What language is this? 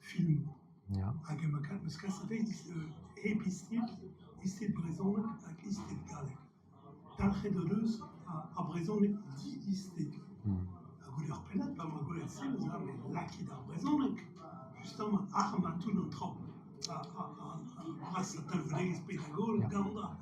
Breton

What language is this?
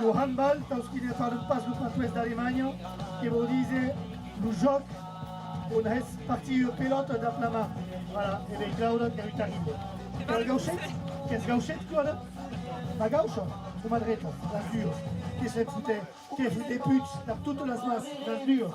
Occitan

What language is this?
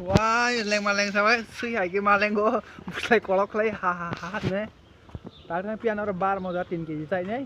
Kok Borok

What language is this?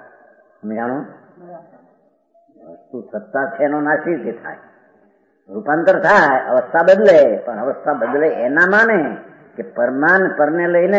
Gujarati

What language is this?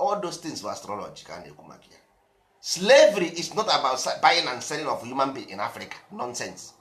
Igbo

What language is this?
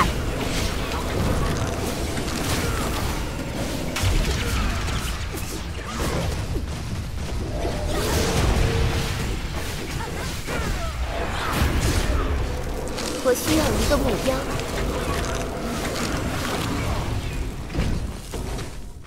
Chinese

